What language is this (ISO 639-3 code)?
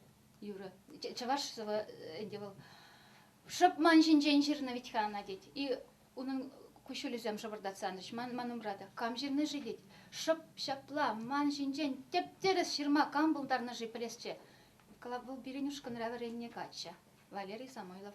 chv